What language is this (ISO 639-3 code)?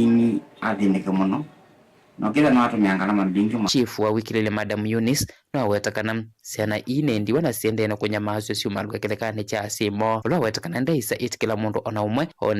kam